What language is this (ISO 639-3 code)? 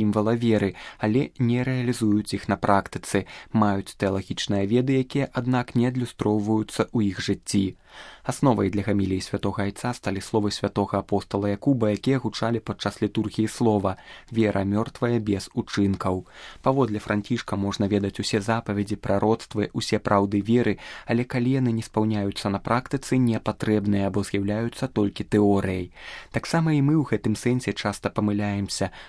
bel